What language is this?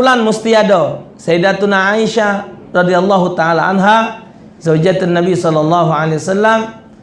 Musi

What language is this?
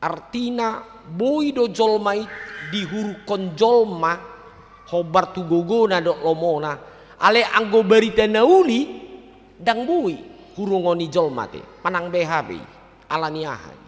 Batak Toba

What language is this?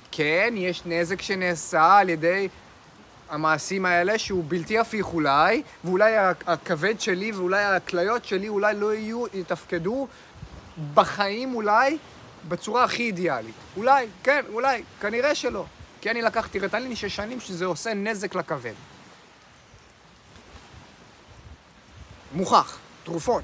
Hebrew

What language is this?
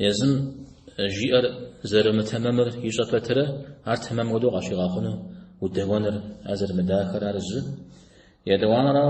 Kabardian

